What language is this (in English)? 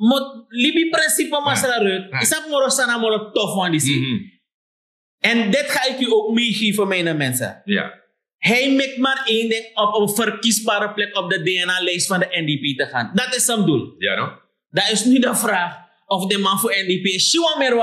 Sranan Tongo